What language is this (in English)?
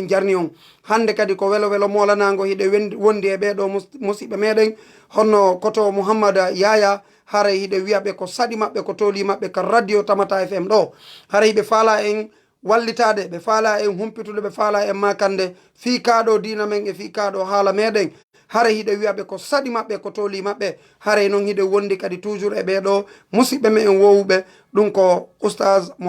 Fula